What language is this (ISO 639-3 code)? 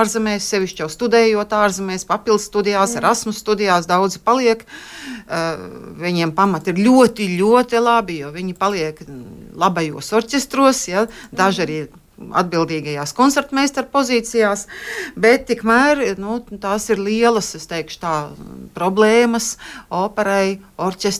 lav